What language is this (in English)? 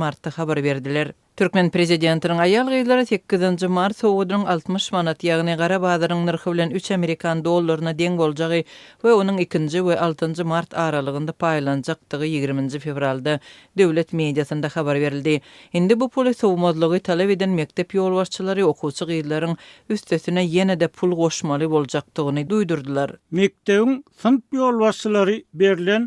Turkmen